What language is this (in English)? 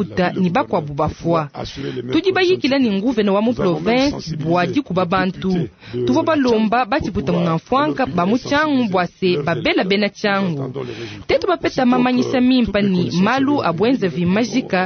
Luba-Lulua